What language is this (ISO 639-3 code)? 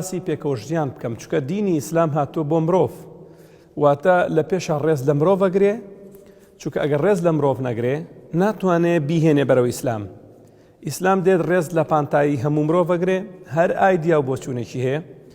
ckb